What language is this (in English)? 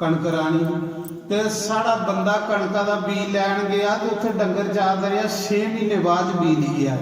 Dogri